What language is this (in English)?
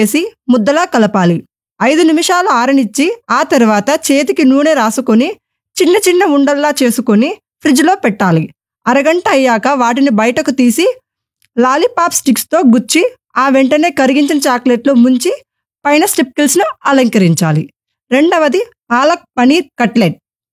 Telugu